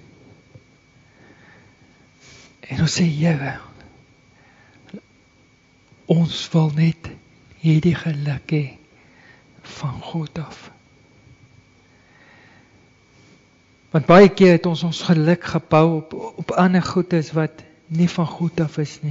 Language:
Afrikaans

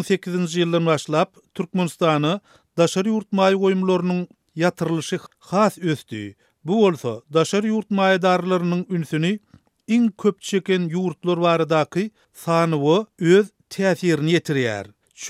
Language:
Turkmen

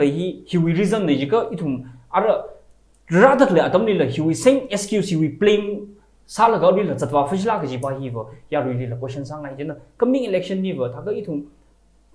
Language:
Tangkhul Naga (India)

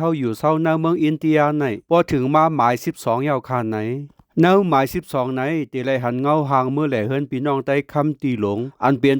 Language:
Shan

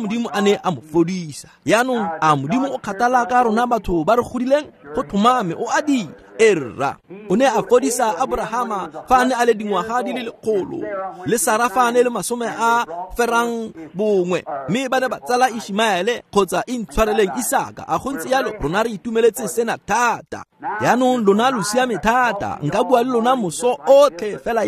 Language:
Tswana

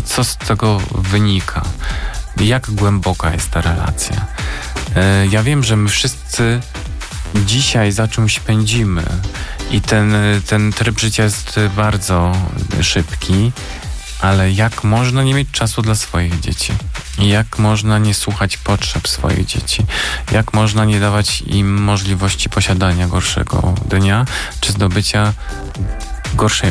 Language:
Polish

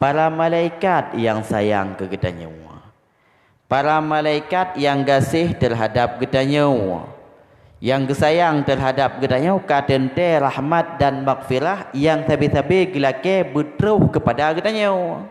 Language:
Achinese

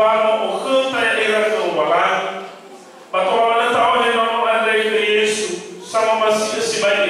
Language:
Nias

